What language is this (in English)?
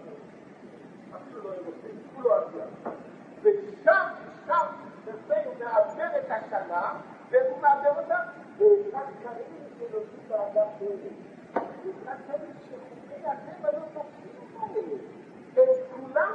Hebrew